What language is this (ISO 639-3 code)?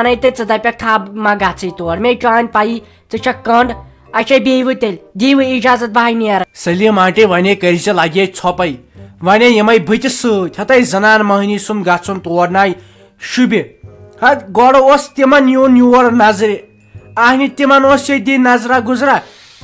kas